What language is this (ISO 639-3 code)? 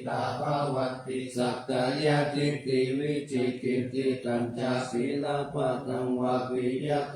pli